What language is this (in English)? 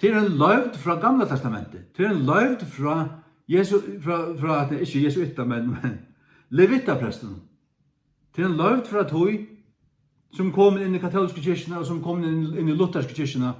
Faroese